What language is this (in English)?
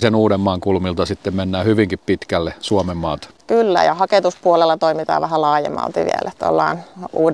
Finnish